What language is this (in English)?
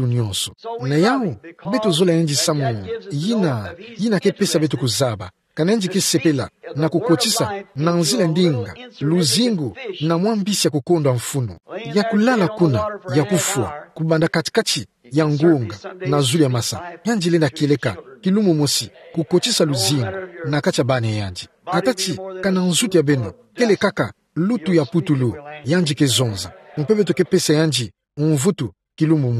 Kituba (Democratic Republic of Congo)